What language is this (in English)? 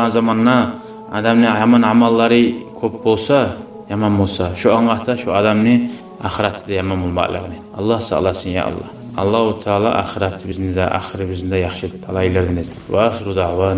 Kumyk